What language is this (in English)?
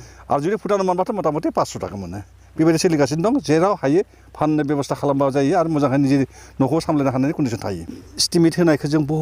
Bodo